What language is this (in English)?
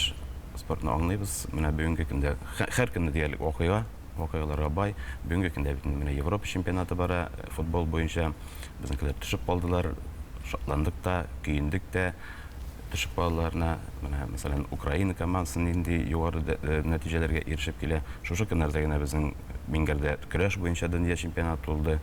Tatar